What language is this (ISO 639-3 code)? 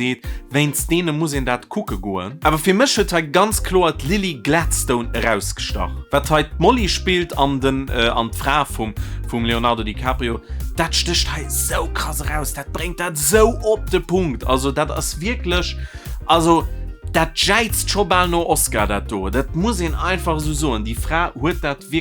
ltz